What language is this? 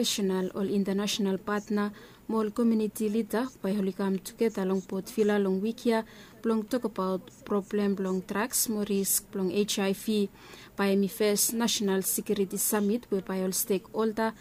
Bislama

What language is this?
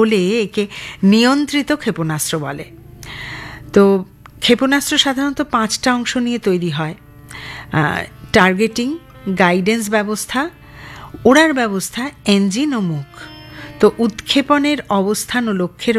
Bangla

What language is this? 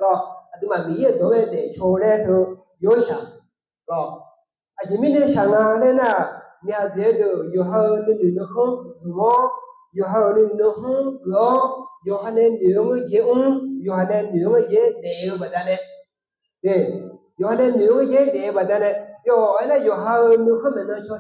Akha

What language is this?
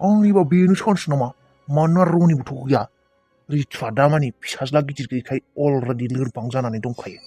Bodo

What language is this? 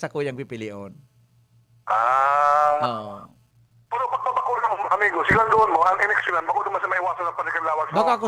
Bikol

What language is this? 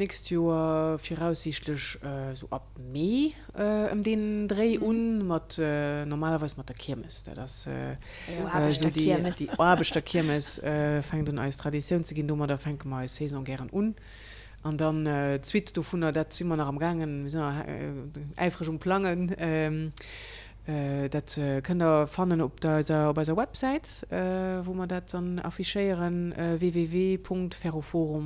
Luxembourgish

